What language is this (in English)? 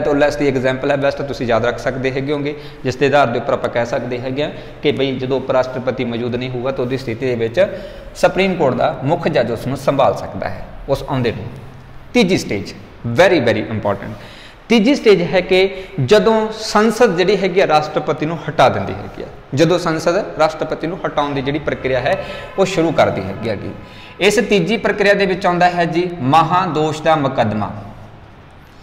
Punjabi